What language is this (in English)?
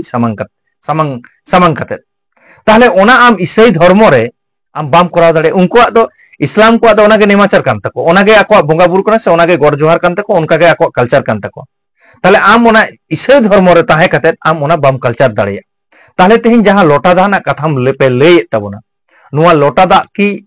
Santali